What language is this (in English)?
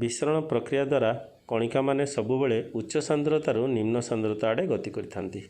Odia